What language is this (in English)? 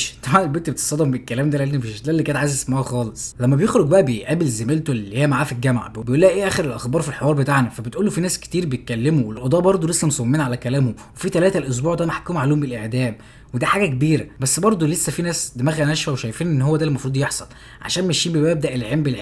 Egyptian Arabic